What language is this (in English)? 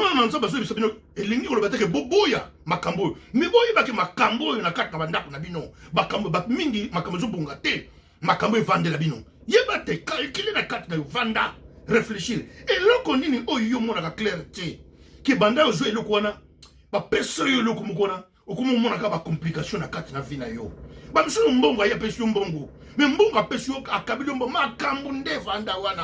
Lingala